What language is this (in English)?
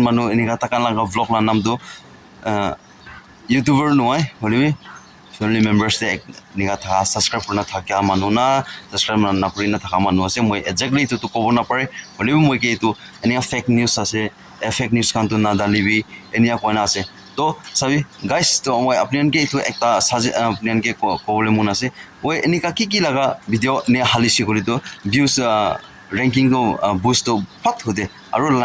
Naga Pidgin